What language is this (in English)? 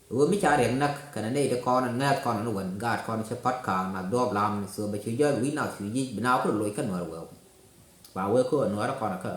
Nuer